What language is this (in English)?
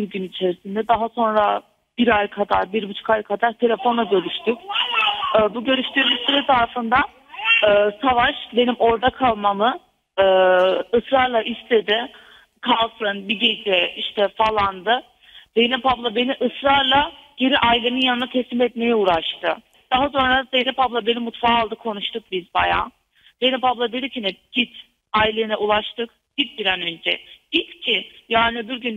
Turkish